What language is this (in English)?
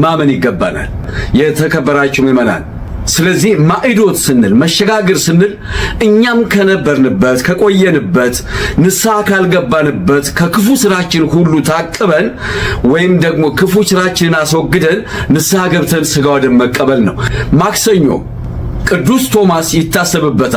Amharic